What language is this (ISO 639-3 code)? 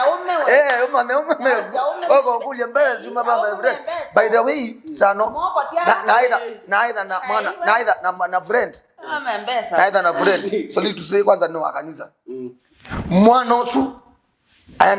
kam